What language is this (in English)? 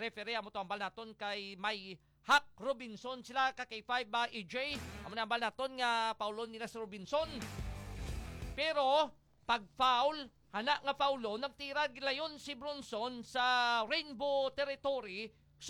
Hiligaynon